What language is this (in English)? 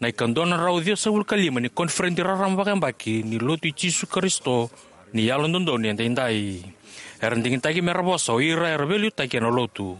Fijian